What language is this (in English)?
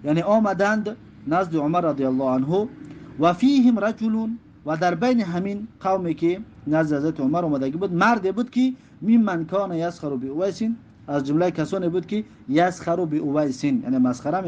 Tajik